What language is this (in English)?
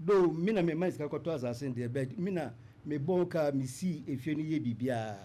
Akan